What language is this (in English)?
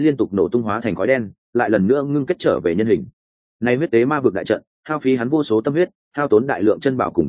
Vietnamese